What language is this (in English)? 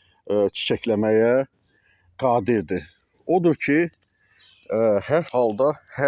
Azerbaijani